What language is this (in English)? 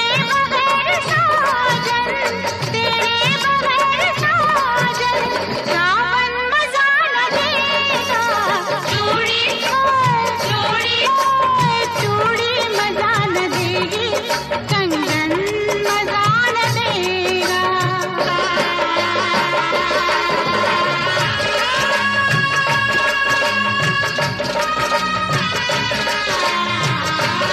Hindi